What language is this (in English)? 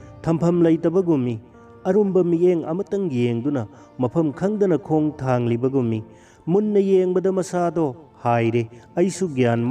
Manipuri